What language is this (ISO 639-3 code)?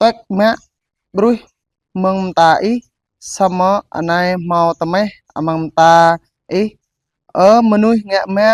jra